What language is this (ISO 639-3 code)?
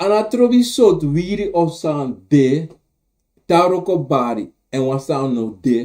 srn